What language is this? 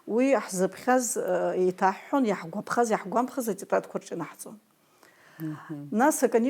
Abkhazian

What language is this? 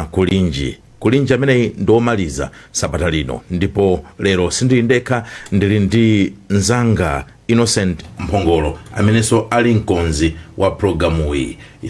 Nyanja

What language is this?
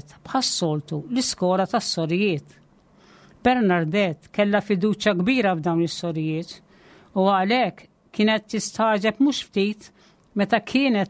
Maltese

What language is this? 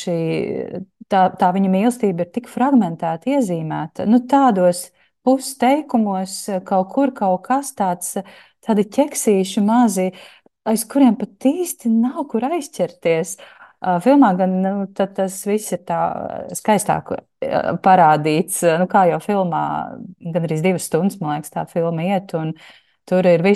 Latvian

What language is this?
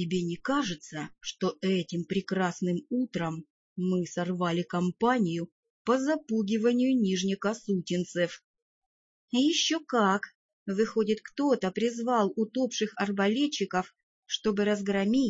Russian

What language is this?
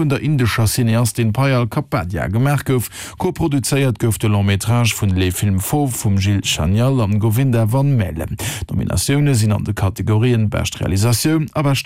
Luxembourgish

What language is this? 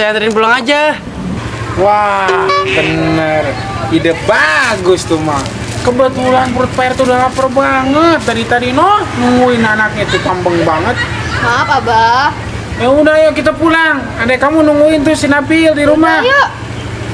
Betawi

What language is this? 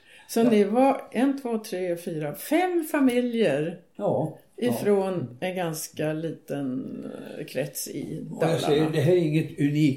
Swedish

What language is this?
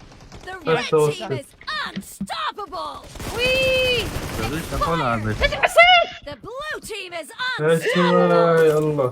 Mesopotamian Arabic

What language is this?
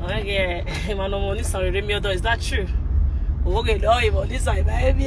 Nigerian Pidgin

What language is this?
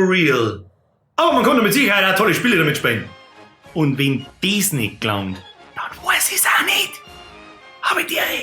Bavarian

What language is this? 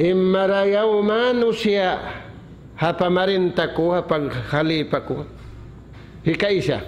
Tausug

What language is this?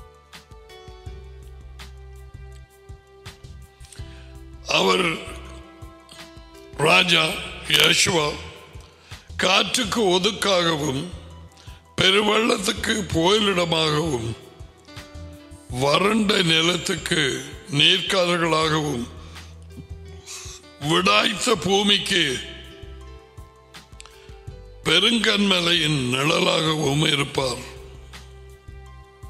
Tamil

